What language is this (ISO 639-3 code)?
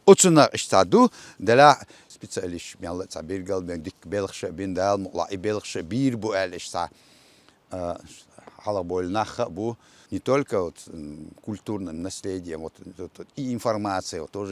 che